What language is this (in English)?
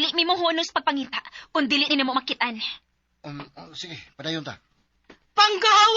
Cebuano